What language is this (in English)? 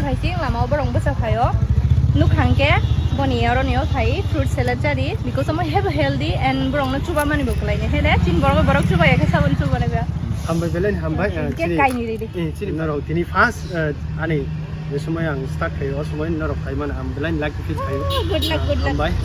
Kok Borok